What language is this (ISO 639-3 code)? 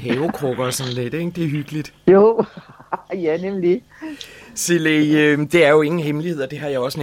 dan